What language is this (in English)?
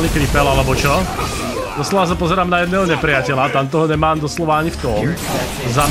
Slovak